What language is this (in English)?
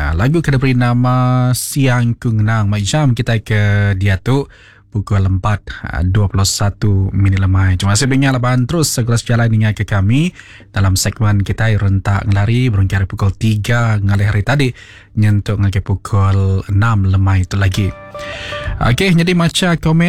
Iban